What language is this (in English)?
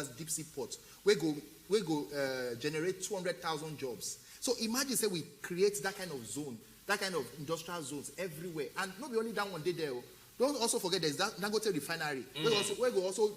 Nigerian Pidgin